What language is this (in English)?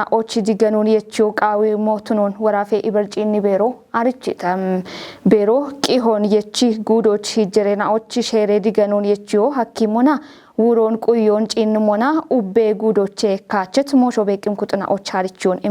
Kafa